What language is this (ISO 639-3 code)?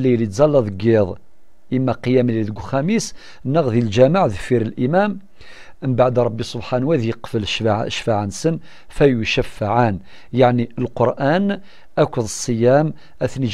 kab